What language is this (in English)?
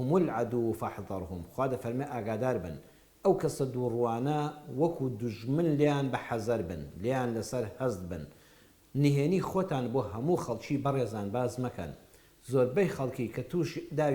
Central Kurdish